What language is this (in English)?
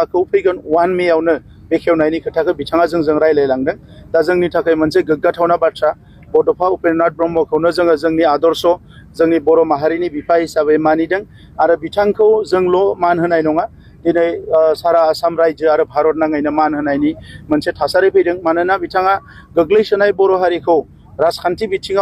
Bodo